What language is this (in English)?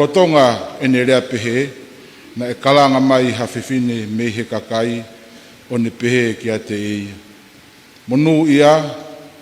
Tongan